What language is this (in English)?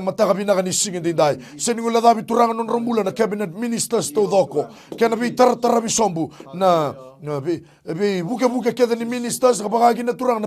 Fijian